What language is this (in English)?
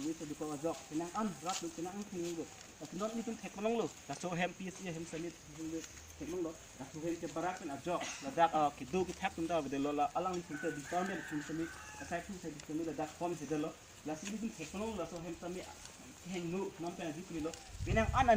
Karbi